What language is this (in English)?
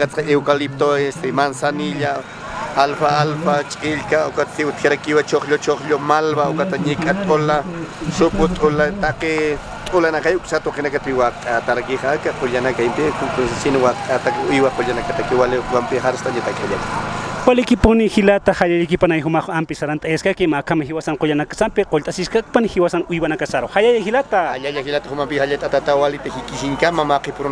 Aymara